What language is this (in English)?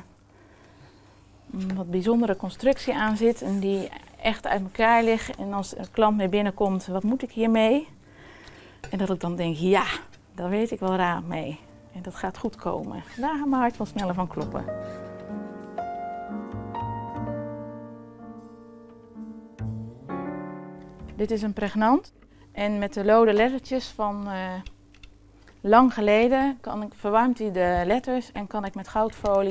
Dutch